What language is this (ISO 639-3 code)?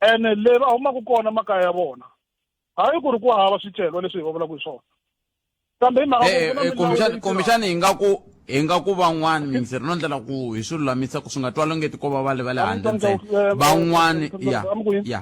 tso